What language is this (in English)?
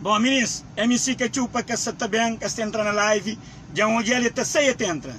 Kabuverdianu